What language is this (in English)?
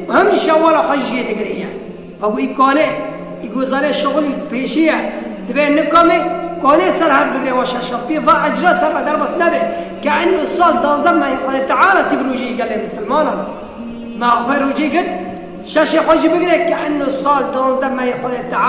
Kurdish